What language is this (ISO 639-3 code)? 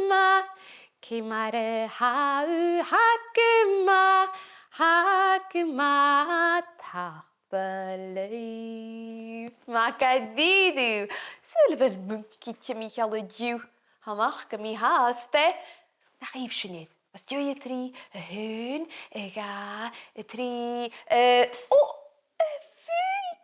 gla